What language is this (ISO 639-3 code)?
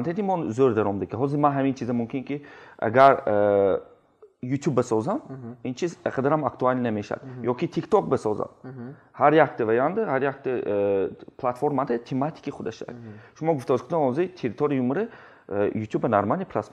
tgk